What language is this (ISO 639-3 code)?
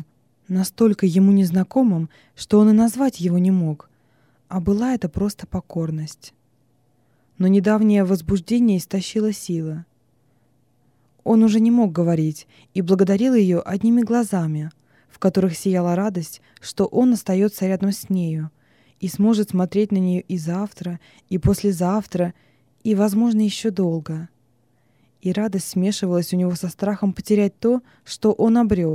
rus